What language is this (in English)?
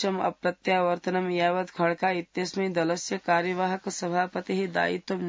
Sanskrit